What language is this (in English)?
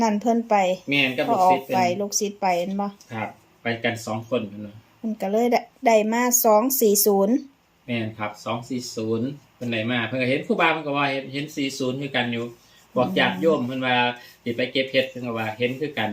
Northeastern Thai